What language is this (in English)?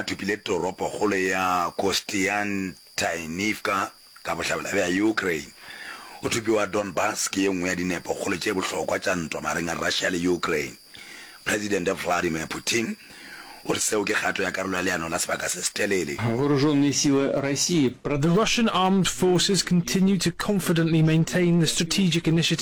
Northern Sotho